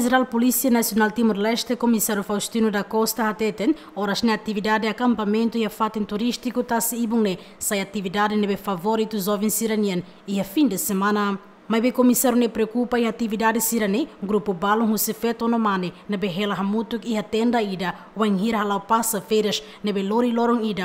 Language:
Tetum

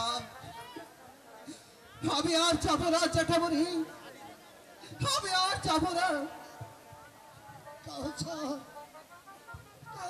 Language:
Bangla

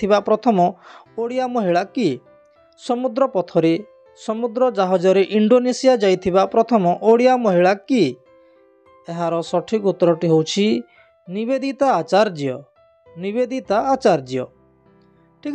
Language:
Odia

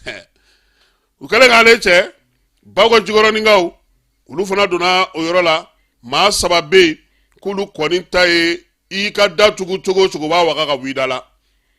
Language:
Bambara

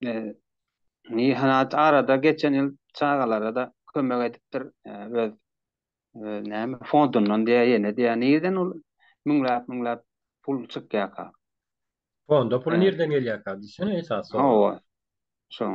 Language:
Turkmen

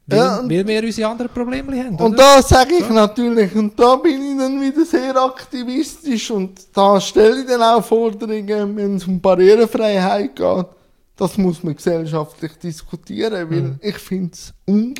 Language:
German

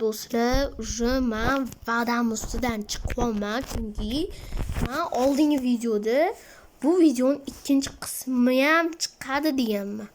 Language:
Uzbek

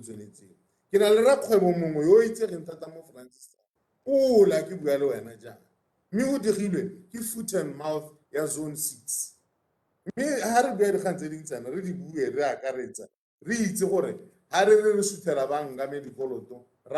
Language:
Tswana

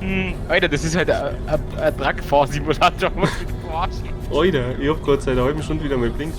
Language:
Bavarian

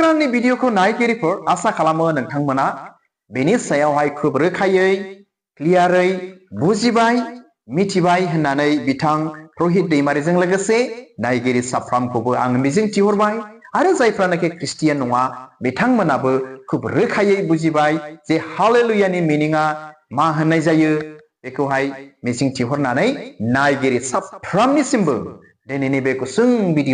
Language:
Bodo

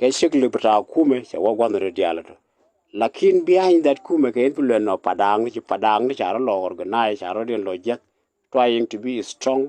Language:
Nuer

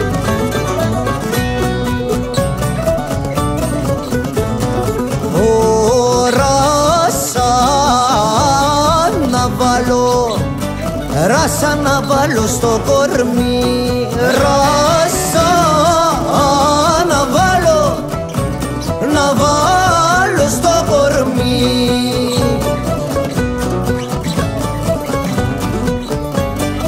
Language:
Greek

